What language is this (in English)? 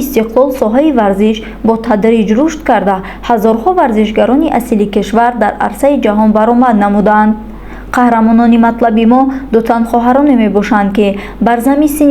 Tajik